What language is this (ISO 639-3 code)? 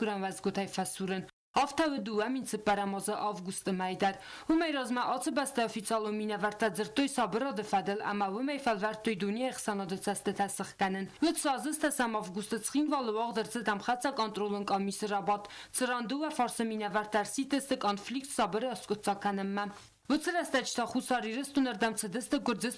oss